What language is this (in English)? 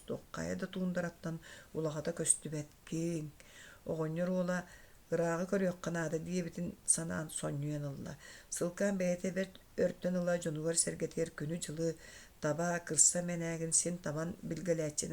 Yakut